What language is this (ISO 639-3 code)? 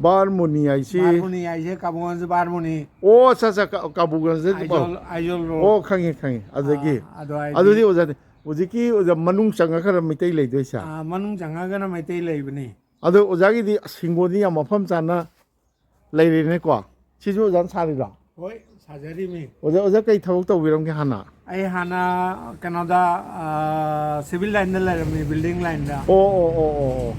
mni